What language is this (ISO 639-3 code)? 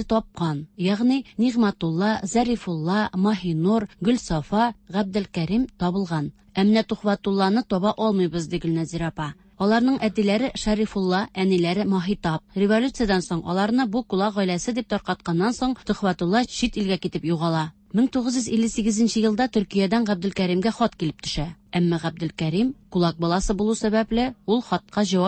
tat